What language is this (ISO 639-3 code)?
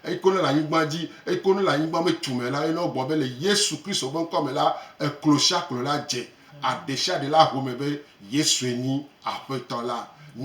gej